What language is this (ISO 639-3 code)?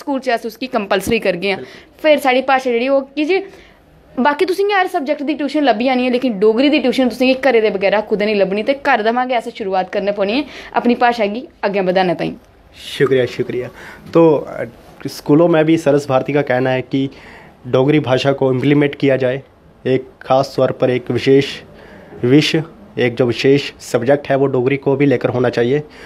doi